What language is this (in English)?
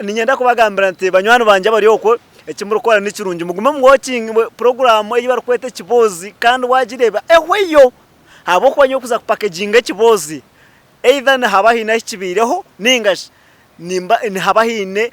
Nyankole